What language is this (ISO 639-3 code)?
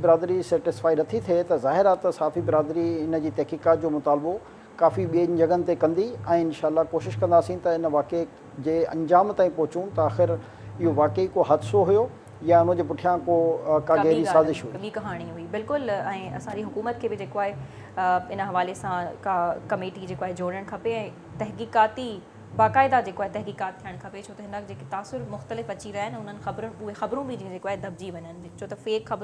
snd